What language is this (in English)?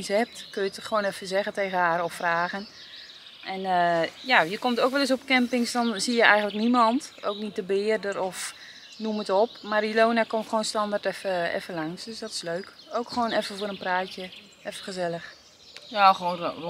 Dutch